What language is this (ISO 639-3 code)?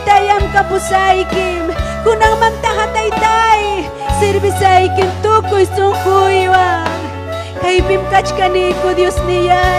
quy